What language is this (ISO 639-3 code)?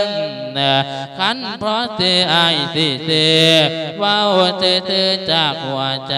lao